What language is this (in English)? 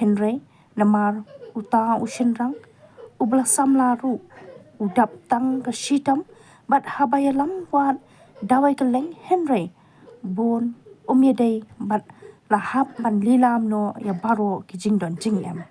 Khasi